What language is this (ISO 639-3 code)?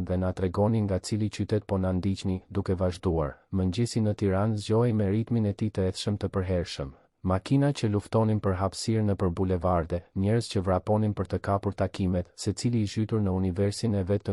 sqi